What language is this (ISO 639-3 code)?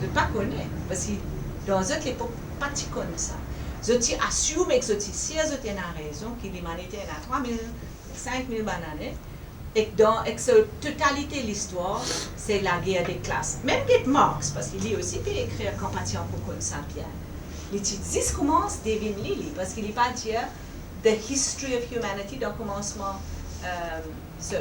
mfe